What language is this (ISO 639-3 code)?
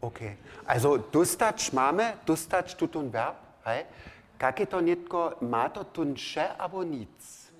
hsb